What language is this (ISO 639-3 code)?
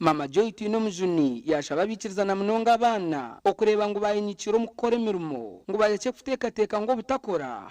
nyn